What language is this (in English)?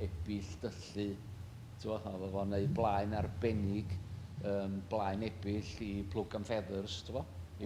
Welsh